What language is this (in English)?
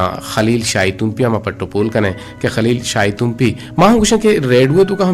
Eastern Balochi